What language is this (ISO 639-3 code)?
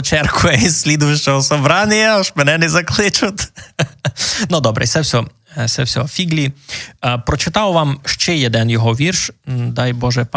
rue